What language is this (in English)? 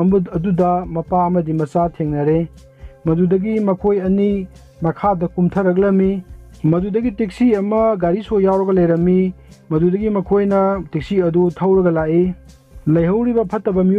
Manipuri